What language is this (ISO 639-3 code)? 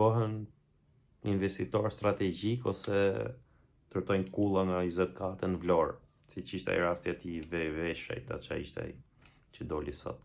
sqi